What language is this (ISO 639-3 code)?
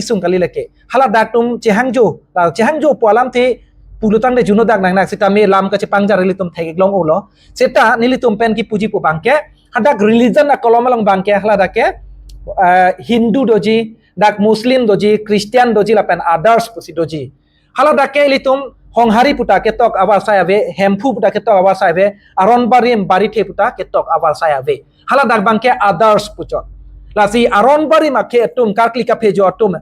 mjw